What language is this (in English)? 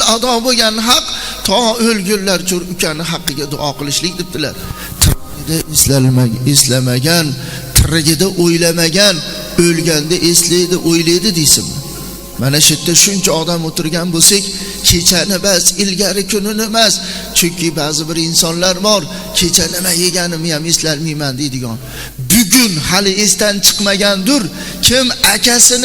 Uzbek